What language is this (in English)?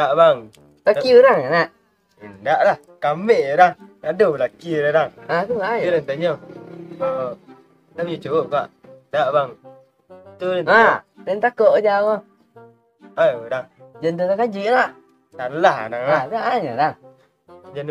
Minangkabau